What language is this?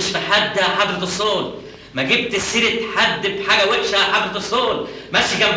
Egyptian Arabic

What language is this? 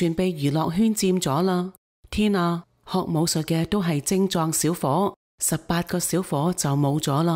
Cantonese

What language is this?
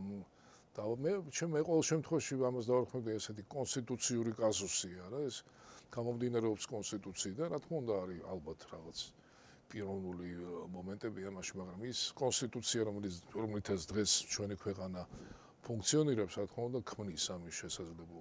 Georgian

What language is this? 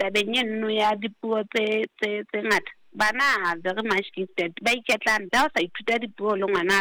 Southern Sotho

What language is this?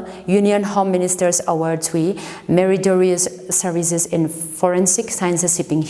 Tangkhul Naga (India)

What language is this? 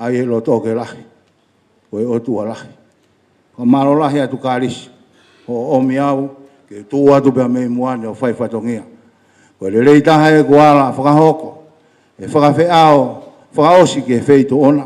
Tongan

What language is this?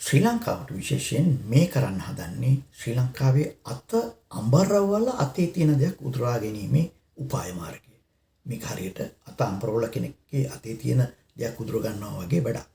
Sinhala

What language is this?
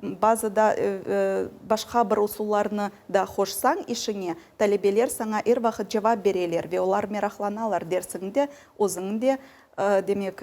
Crimean Tatar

